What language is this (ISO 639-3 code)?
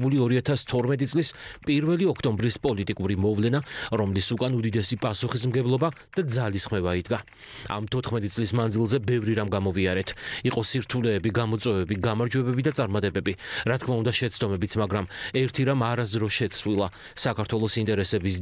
kat